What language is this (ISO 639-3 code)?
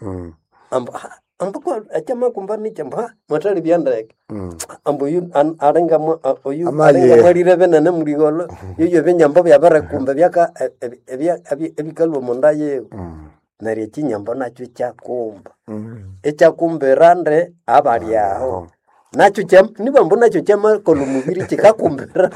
nnb